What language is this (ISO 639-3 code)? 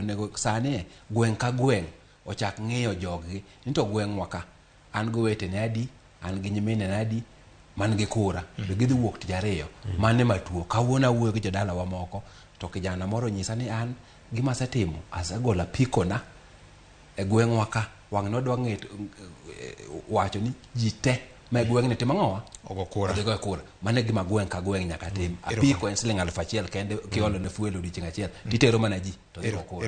luo